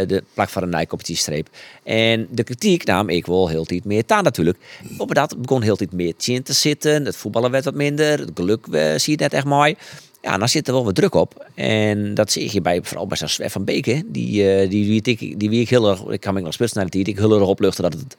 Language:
Western Frisian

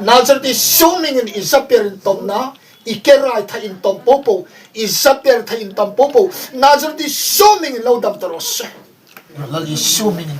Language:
Hmar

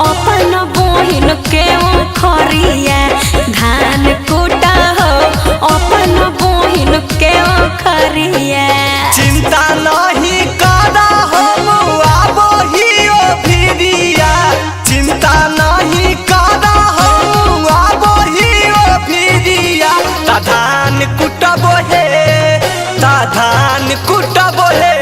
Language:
Magahi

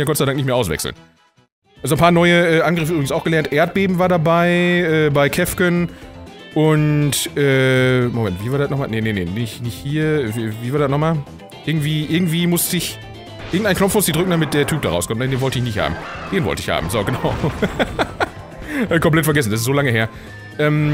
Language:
German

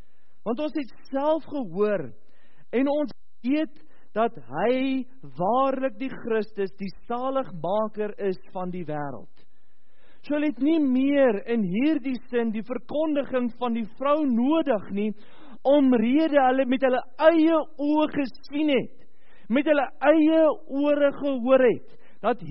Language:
Afrikaans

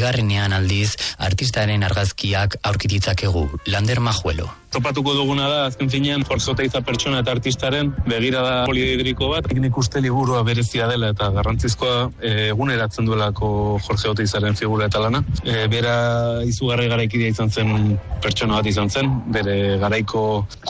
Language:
Basque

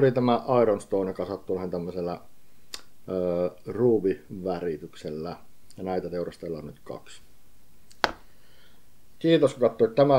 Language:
Finnish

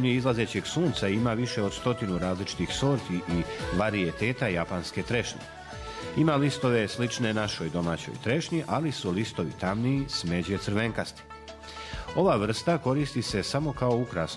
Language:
Croatian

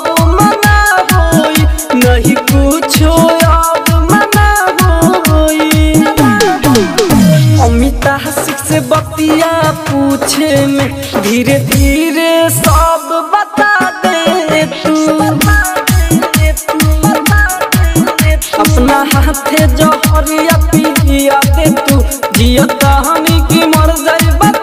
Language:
Bhojpuri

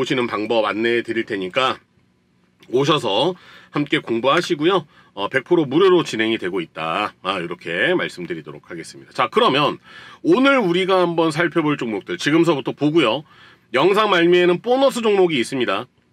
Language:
Korean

